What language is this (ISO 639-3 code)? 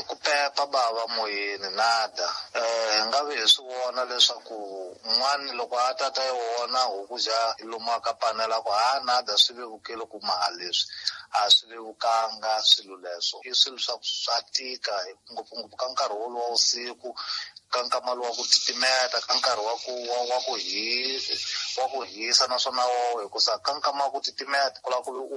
tso